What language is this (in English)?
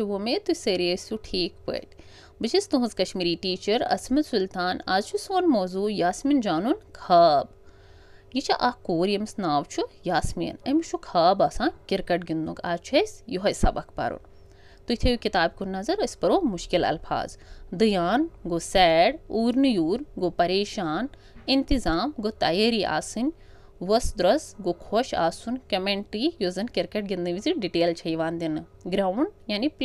Kashmiri